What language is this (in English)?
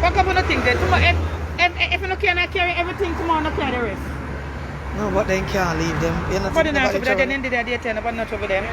Jamaican Creole English